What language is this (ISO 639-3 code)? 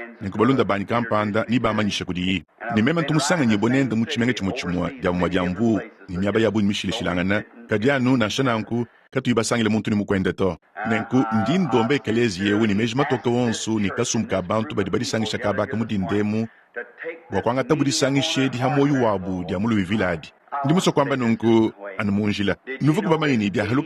lua